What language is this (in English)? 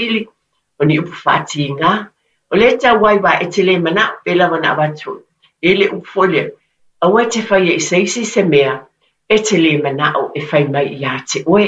Samoan